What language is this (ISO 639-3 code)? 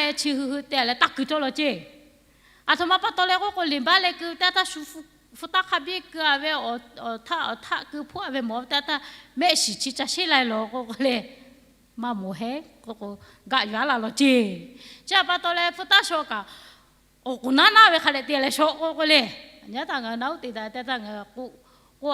lhu